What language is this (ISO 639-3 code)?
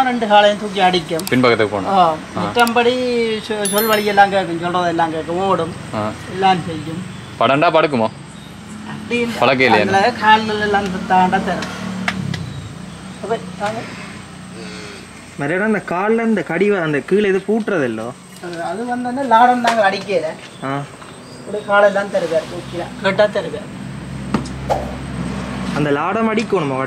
tam